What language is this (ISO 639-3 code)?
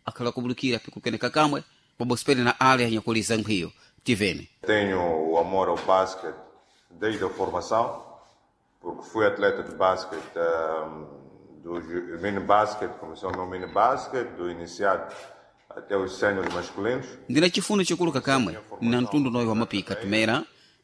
seh